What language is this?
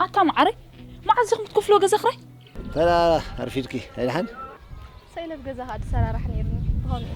Tigrinya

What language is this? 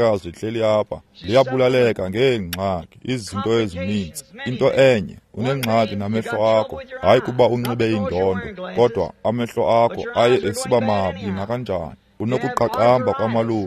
Xhosa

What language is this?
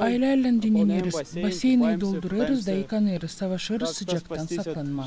Gagauz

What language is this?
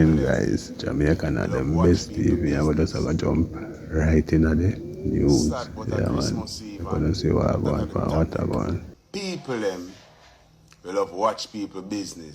Jamaican Creole English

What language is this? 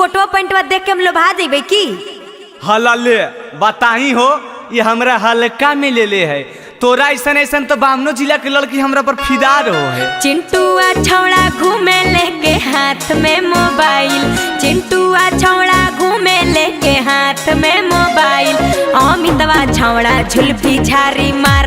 Magahi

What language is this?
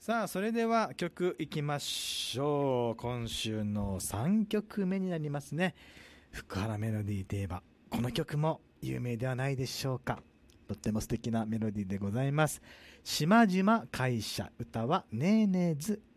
Japanese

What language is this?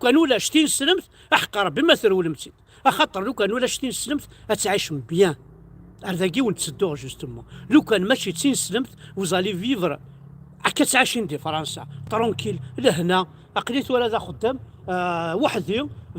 Kabyle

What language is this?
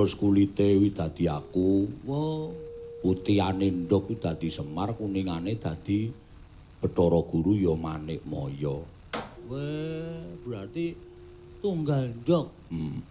Javanese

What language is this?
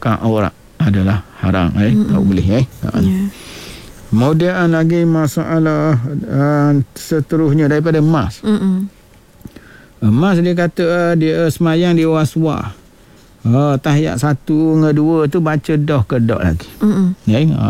Malay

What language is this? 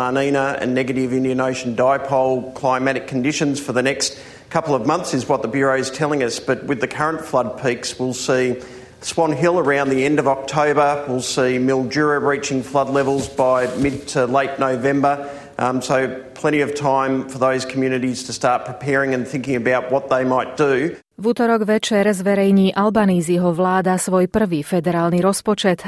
Slovak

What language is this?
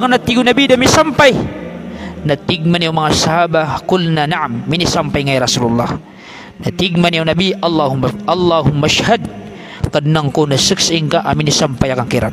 Maranao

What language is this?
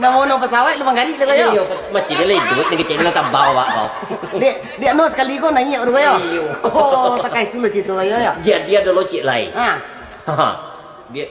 Minangkabau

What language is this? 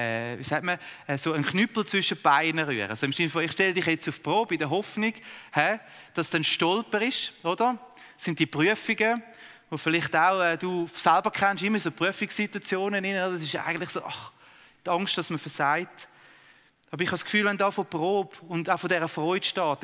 Swiss German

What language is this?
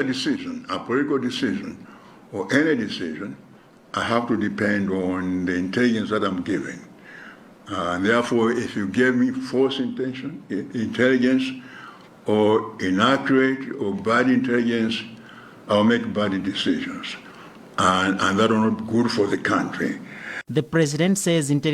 English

